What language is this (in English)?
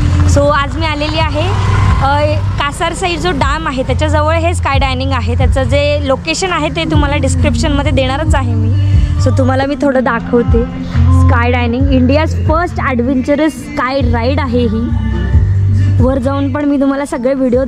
Marathi